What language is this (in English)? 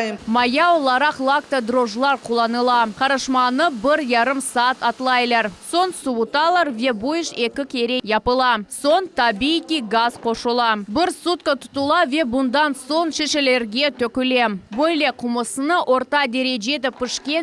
Crimean Tatar